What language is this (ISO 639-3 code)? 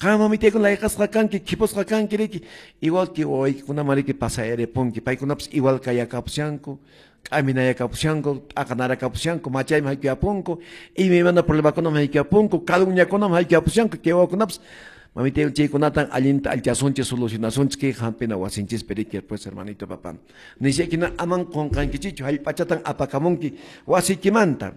que